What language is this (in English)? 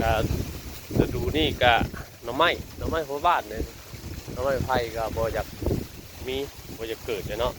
Northeastern Thai